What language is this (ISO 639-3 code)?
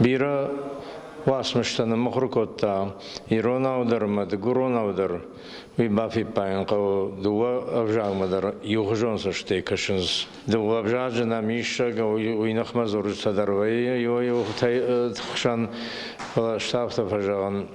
oss